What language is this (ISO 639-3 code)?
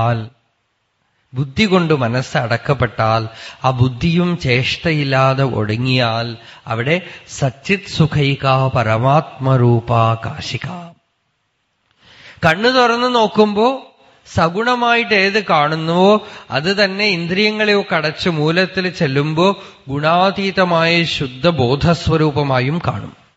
mal